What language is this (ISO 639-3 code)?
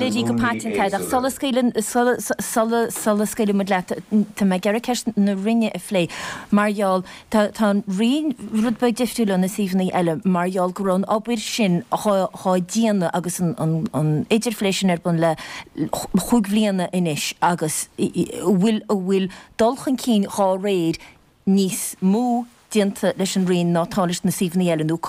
gle